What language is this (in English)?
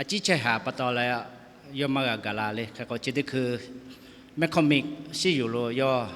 Lahu